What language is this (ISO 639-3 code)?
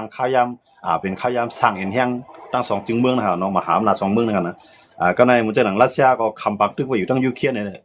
shn